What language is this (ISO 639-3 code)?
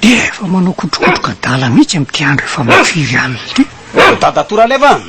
mlg